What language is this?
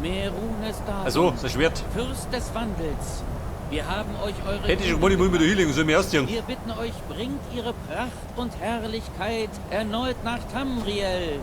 Bavarian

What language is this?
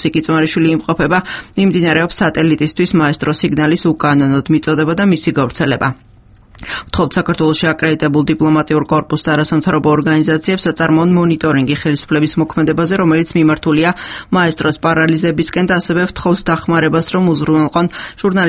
Georgian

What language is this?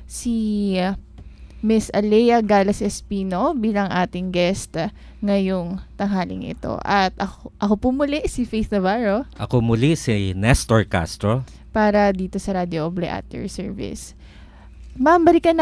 Filipino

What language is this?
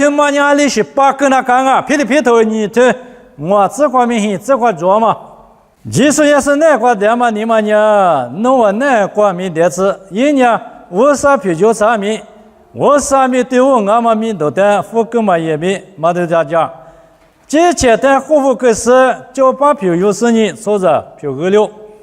Lisu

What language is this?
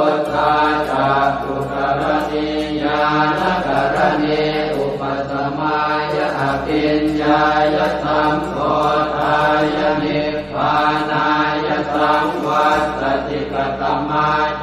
Pali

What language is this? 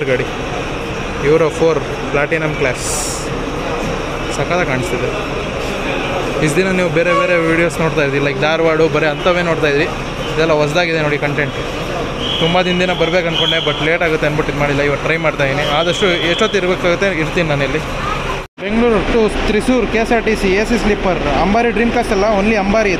Kannada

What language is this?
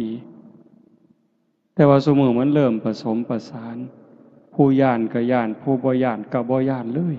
Northeastern Thai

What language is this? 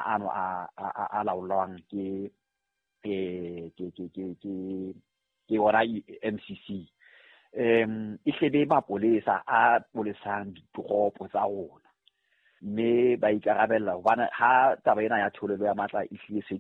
Southern Sotho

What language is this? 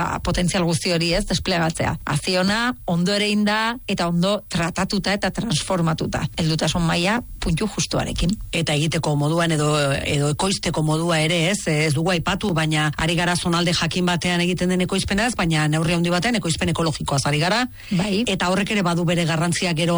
Basque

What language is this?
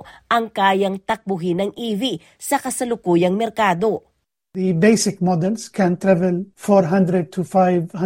Filipino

